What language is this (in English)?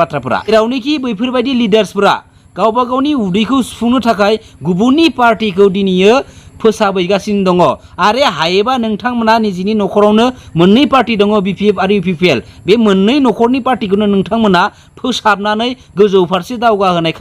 Bodo